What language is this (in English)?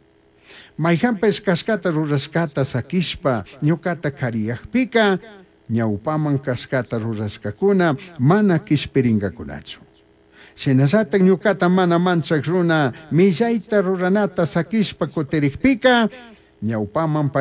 Chimborazo Highland Quichua